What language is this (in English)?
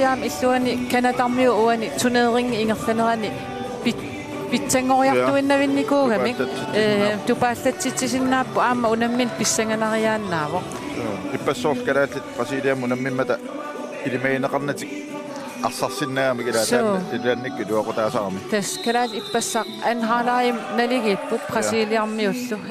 Kalaallisut